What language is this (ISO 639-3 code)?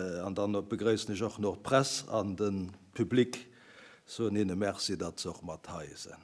ltz